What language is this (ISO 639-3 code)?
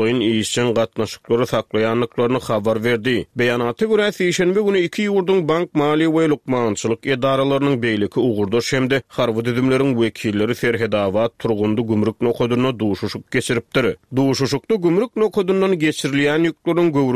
tuk